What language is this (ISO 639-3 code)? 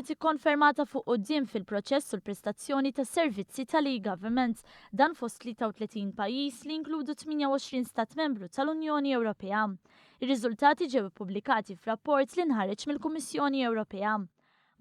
mlt